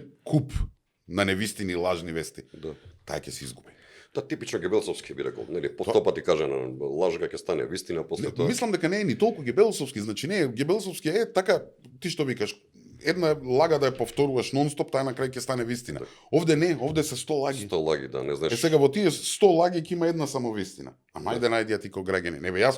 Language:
Macedonian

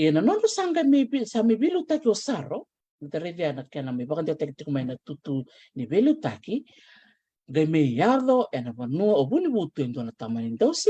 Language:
Fijian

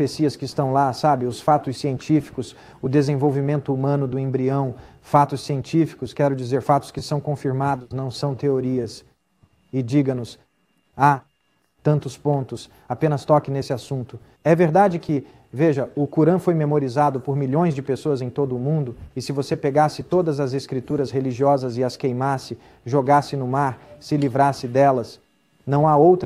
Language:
Portuguese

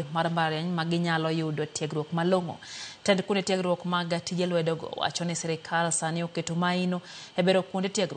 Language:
Luo (Kenya and Tanzania)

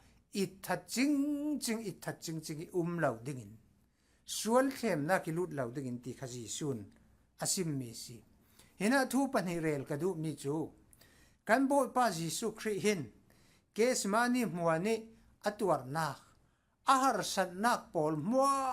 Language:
Falam Chin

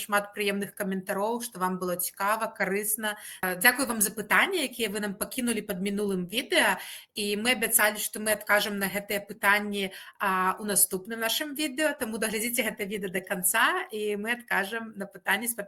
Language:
Belarusian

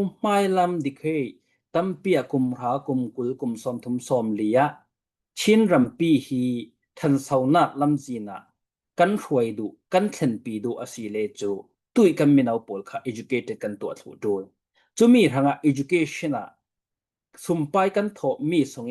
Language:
Falam Chin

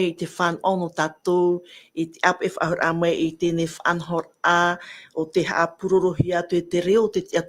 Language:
Tahitian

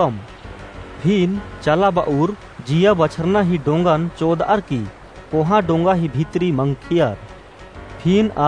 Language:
Kurukh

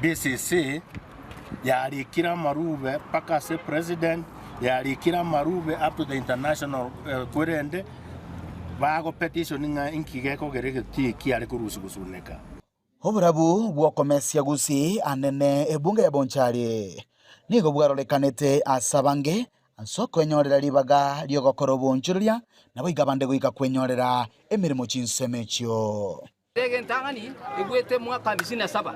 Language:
Gusii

